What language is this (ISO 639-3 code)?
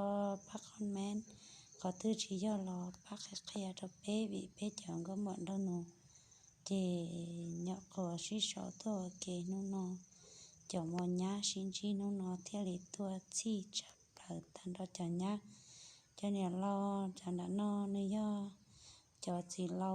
hmn